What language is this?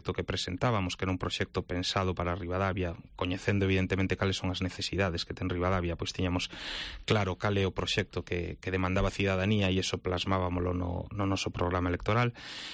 Galician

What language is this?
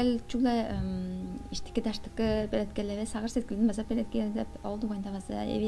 Tuvinian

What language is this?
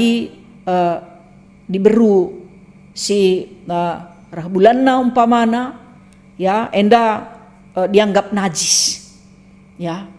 Batak Karo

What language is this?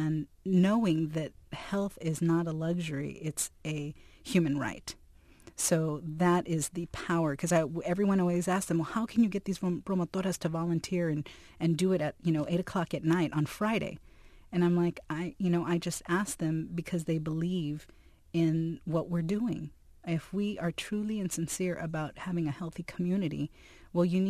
English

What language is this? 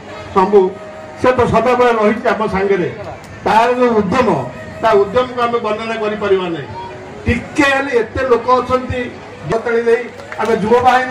Odia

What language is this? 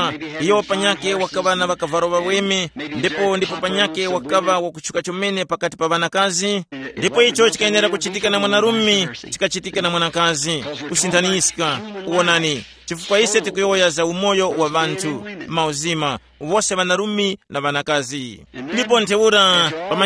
Tumbuka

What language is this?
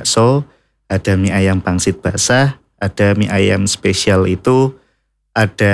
Indonesian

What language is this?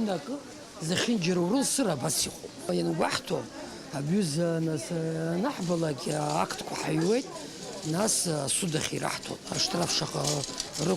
Abkhazian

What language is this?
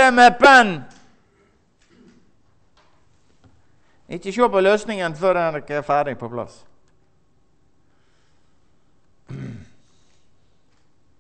Norwegian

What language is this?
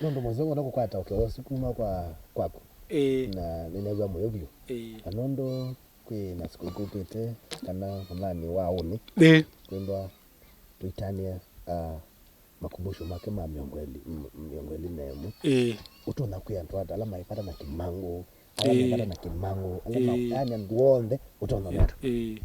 Kamba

